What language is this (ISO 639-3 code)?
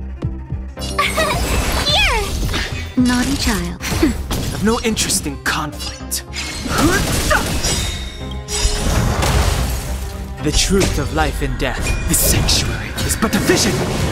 eng